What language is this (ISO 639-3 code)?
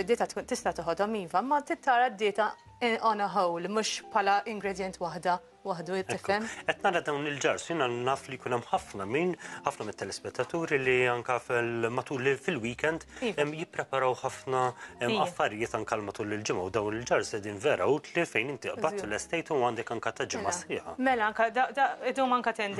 mlt